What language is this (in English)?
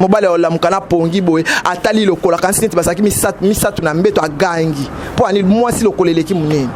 Lingala